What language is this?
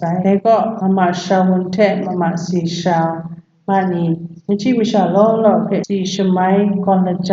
Kachin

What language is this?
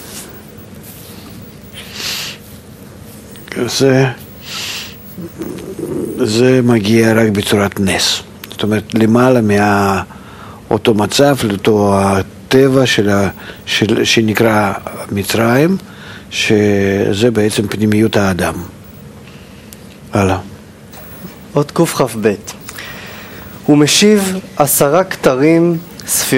Hebrew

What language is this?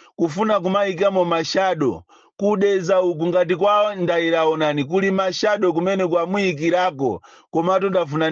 Nyanja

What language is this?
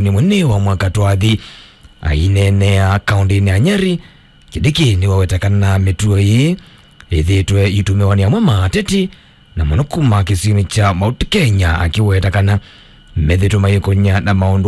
Kamba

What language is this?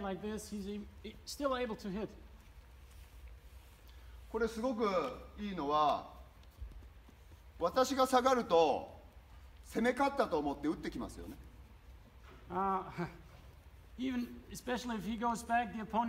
Japanese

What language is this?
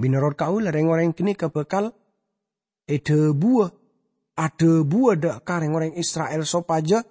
Madurese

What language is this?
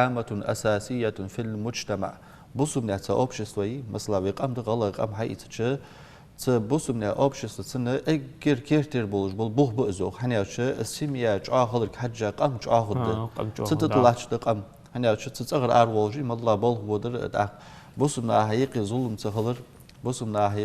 Ingush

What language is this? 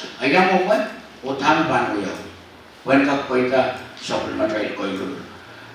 Pohnpeian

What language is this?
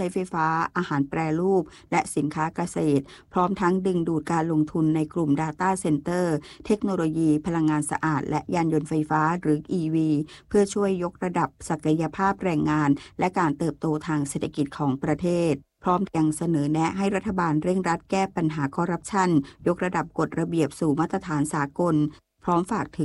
Thai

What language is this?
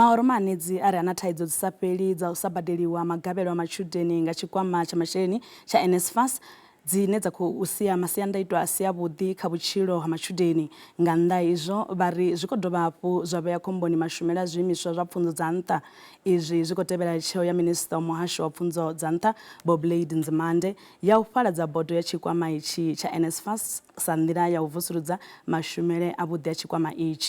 Venda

